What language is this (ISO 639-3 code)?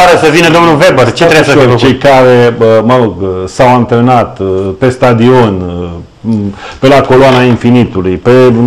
ron